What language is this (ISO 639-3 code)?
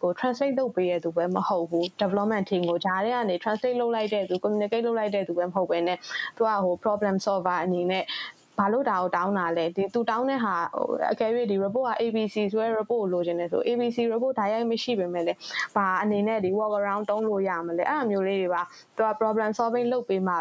mya